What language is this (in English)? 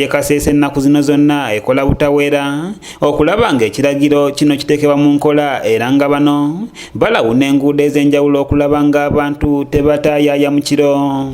Ganda